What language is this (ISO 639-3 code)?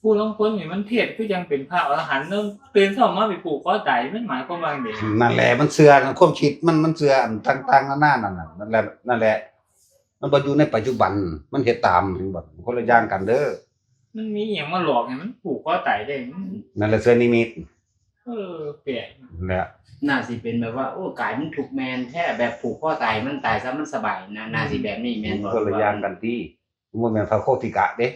tts